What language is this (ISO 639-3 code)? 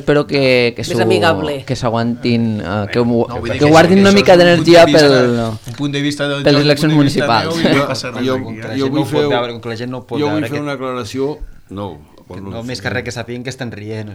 cat